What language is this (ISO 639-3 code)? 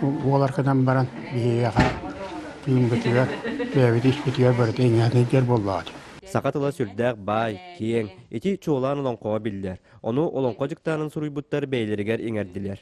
sah